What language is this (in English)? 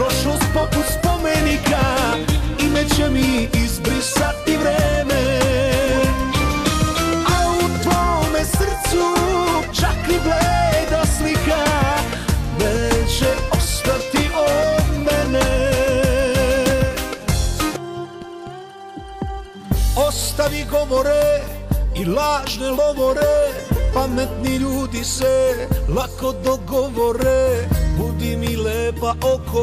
Serbian